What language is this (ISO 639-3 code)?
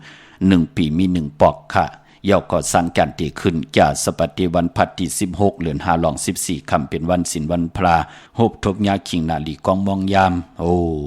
shn